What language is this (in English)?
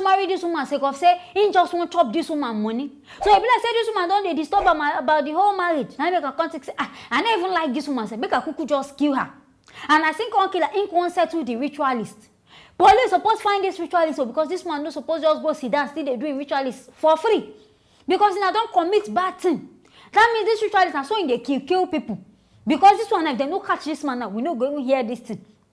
Nigerian Pidgin